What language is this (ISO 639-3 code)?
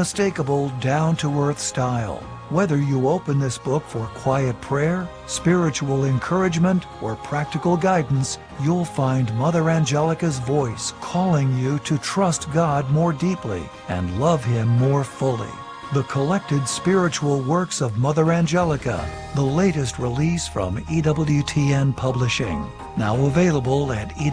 eng